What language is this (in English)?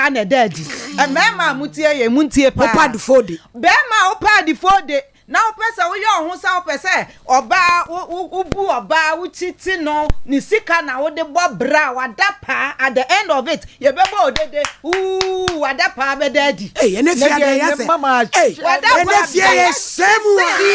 Akan